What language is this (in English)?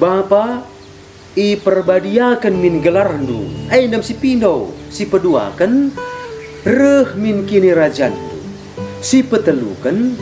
Batak Karo